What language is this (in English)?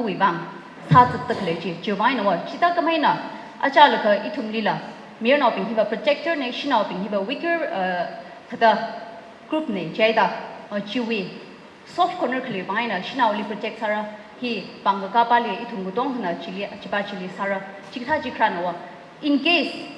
Tangkhul Naga (India)